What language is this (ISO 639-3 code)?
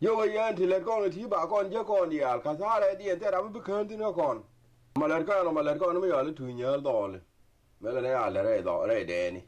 nus